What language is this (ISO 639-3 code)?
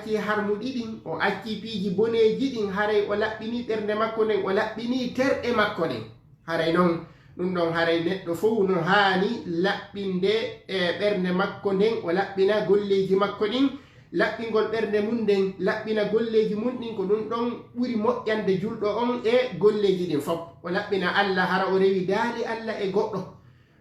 ful